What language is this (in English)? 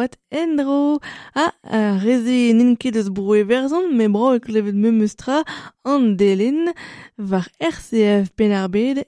Breton